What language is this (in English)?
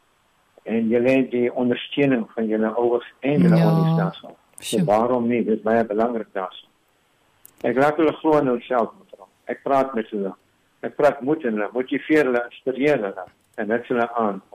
Afrikaans